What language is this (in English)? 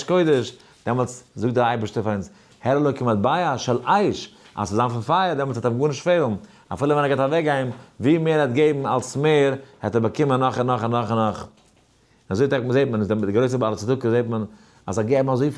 Yiddish